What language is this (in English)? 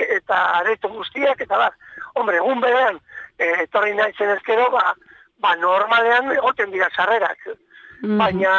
Basque